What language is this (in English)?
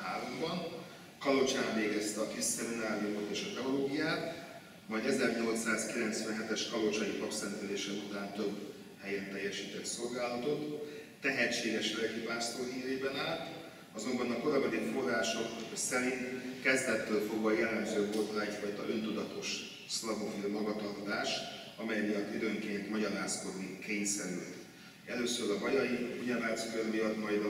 Hungarian